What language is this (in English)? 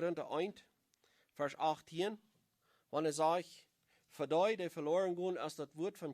Plautdietsch